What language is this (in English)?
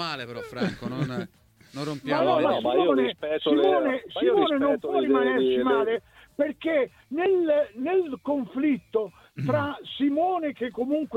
Italian